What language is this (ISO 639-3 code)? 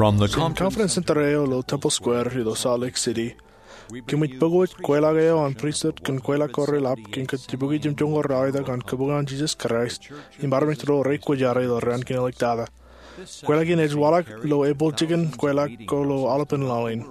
mah